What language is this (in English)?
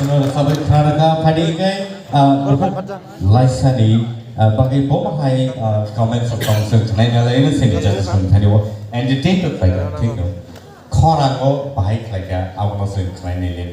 Kok Borok